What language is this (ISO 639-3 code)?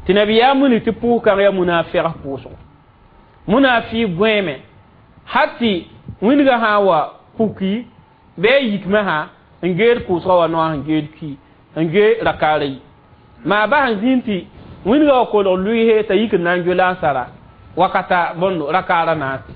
mos